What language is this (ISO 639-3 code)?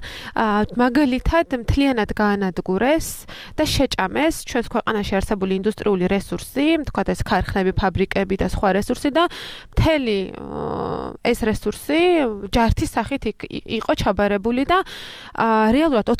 kat